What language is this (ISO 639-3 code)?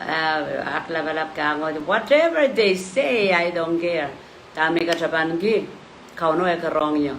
pon